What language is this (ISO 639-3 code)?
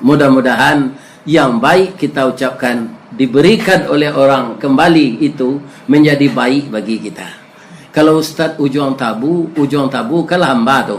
min